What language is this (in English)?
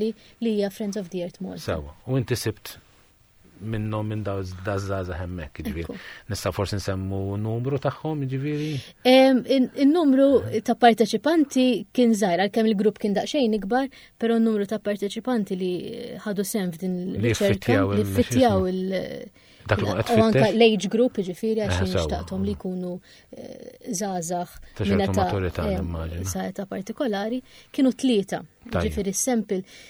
Maltese